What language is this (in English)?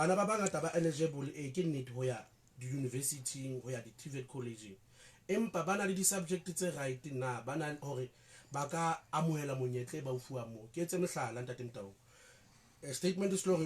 Southern Sotho